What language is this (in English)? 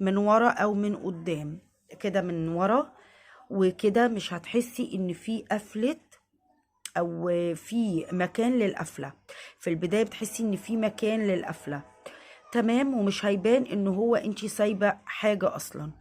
Egyptian Arabic